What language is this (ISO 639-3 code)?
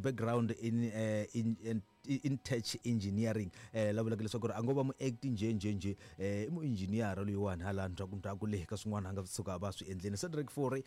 tso